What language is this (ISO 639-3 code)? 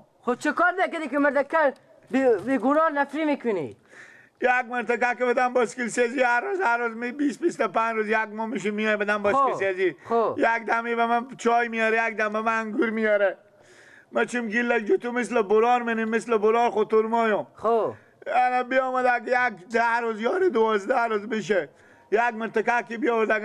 fas